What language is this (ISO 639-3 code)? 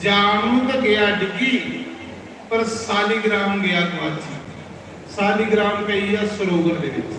doi